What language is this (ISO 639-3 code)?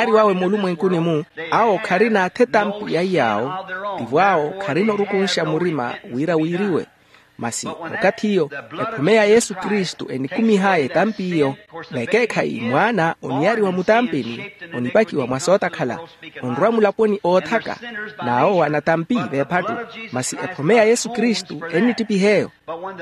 vmw